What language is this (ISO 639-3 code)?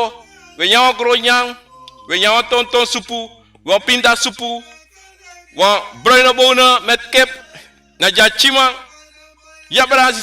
srn